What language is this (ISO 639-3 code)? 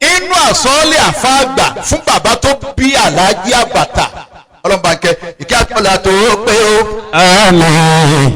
yor